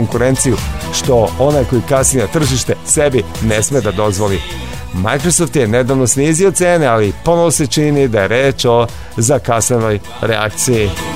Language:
Serbian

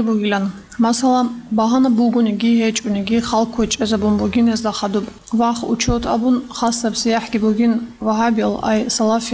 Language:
Avaric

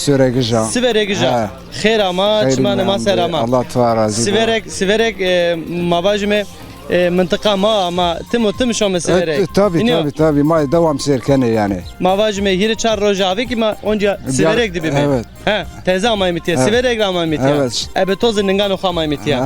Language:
Zaza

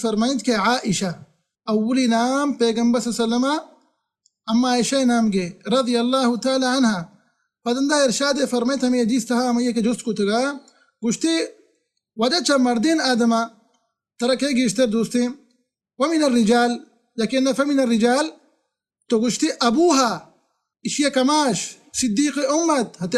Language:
Baluchi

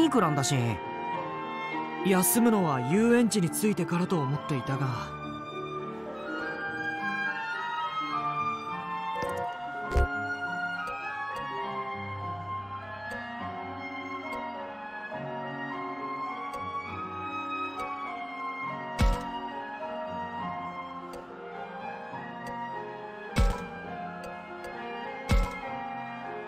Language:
Japanese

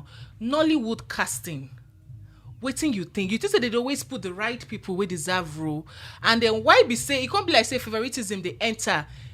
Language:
Nigerian Pidgin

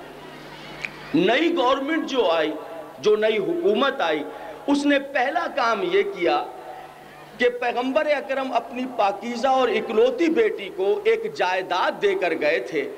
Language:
Urdu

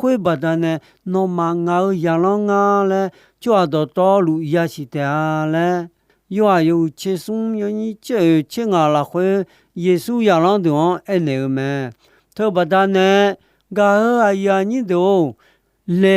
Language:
Akha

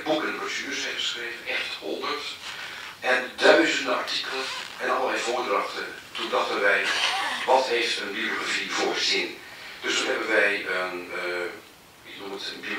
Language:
Dutch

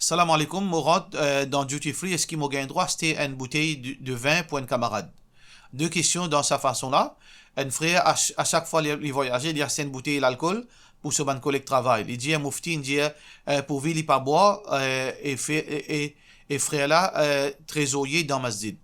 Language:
Morisyen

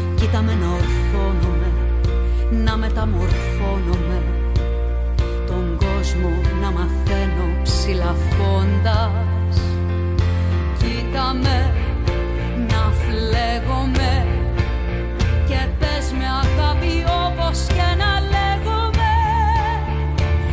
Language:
Greek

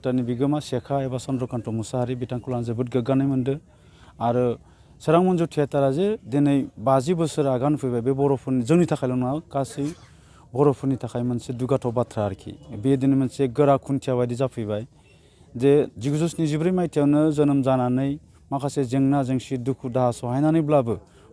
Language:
Bodo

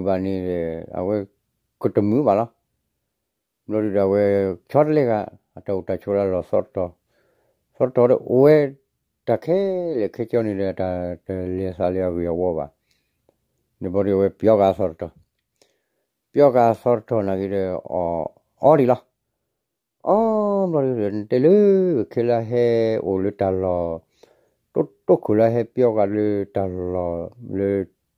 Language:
S'gaw Karen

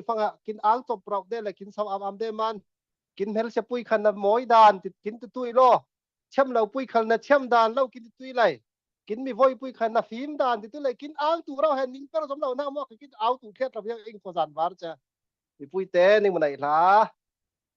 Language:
Falam Chin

